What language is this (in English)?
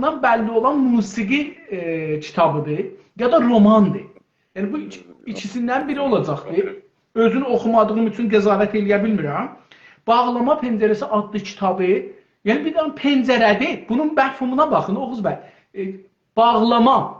South Azerbaijani